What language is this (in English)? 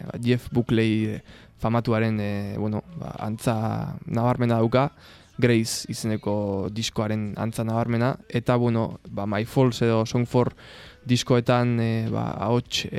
Basque